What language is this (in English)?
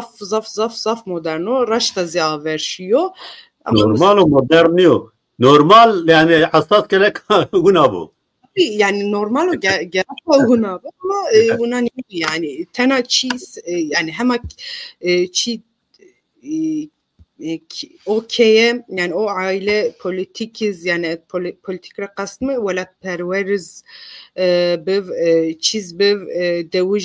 Zaza